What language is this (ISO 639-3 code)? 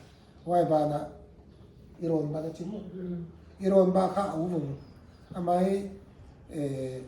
pck